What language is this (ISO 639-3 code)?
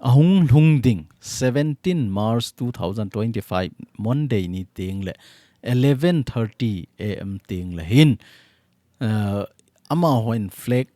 tcz